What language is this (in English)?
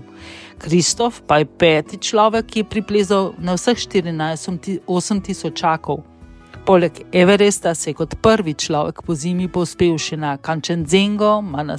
Slovenian